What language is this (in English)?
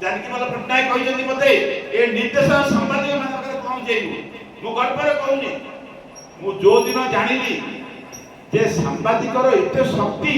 Odia